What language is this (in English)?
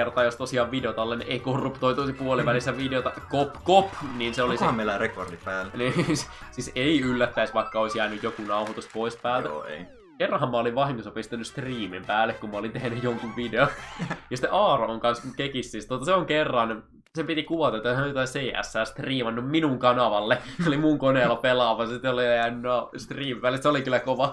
Finnish